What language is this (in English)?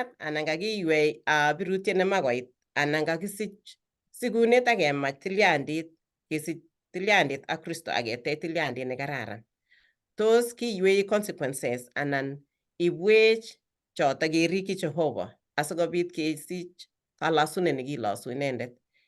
Kalenjin